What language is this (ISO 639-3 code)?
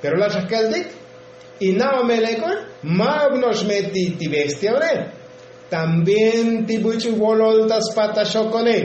tzo